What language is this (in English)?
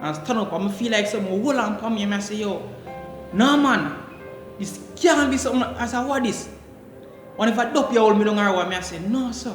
Jamaican Creole English